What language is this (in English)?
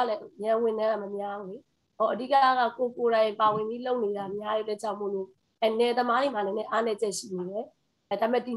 Burmese